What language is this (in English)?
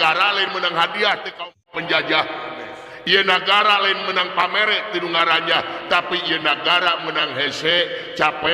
Sundanese